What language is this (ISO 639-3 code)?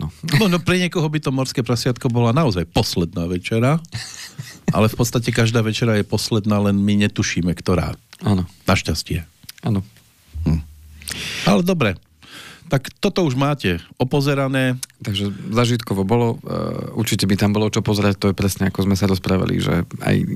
slk